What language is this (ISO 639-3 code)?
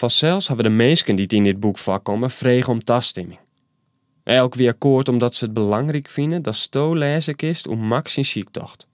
fry